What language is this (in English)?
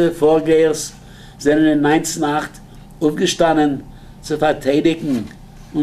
Yiddish